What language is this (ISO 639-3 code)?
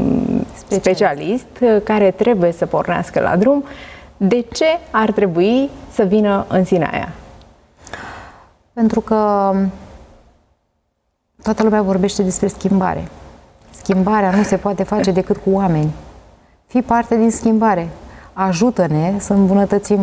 ron